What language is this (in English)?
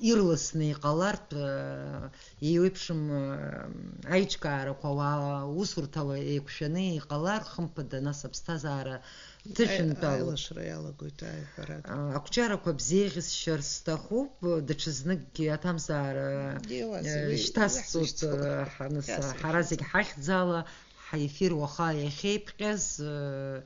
Abkhazian